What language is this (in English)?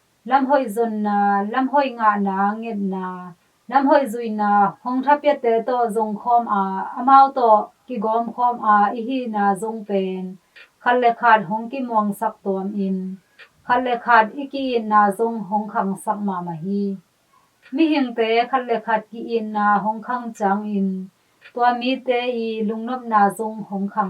Tedim Chin